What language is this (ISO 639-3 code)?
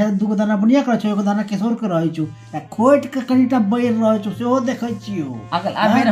mai